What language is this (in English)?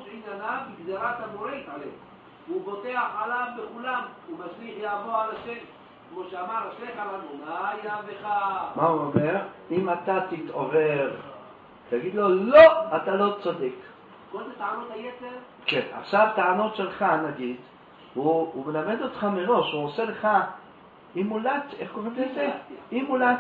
Hebrew